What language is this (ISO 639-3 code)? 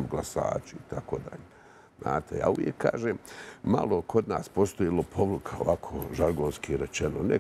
bos